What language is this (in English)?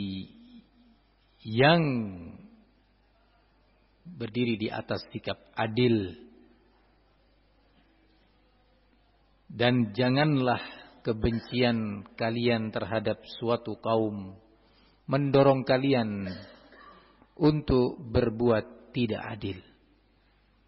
Indonesian